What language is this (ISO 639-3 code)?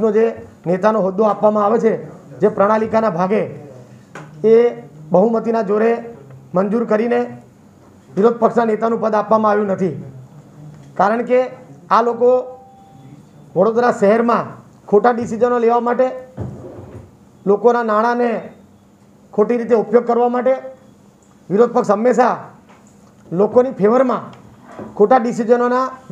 guj